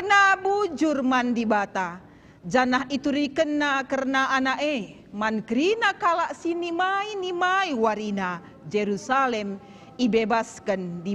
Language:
Batak Karo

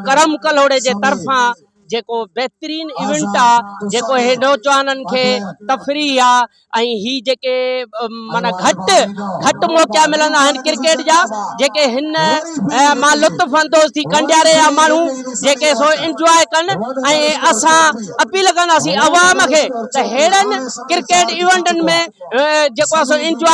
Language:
Sindhi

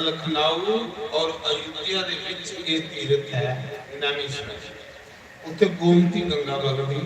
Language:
Dogri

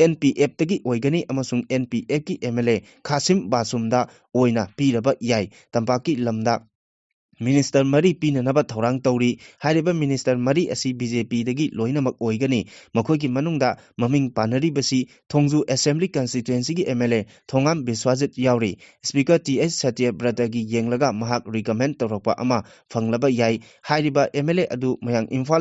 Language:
Manipuri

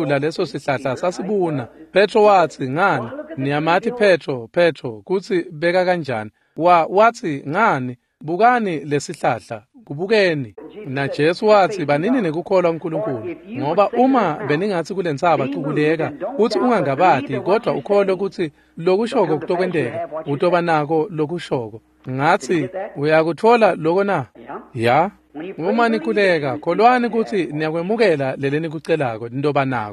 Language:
Swati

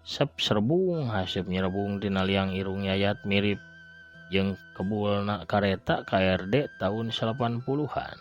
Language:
Sundanese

